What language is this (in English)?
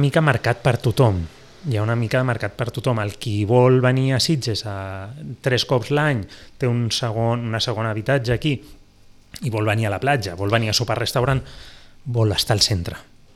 Catalan